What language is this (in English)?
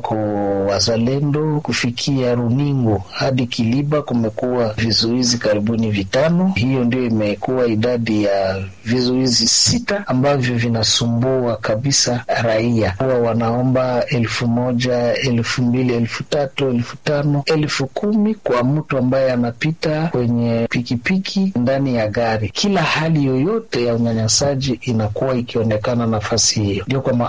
Swahili